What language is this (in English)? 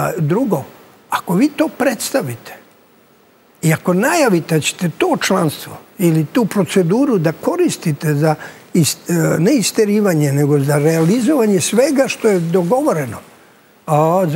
Serbian